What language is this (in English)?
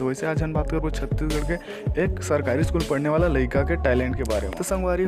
Chhattisgarhi